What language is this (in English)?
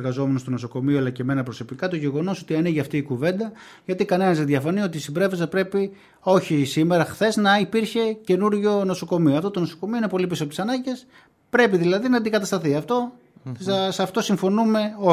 Greek